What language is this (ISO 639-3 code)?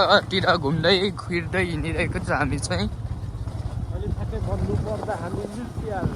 nep